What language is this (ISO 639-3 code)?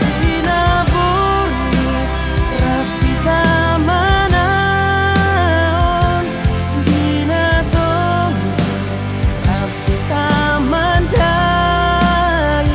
bbc